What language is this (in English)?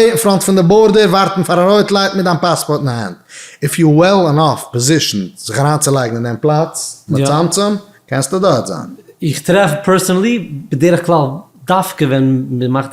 Yiddish